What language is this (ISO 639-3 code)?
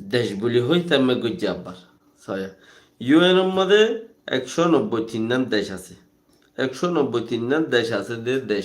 rhg